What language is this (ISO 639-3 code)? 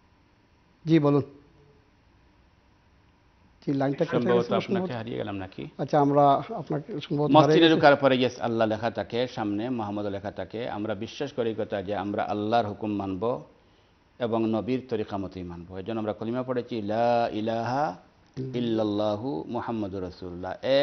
ben